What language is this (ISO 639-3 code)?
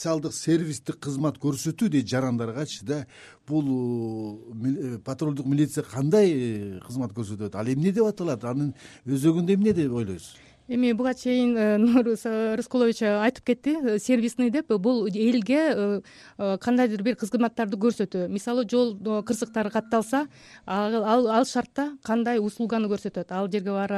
kir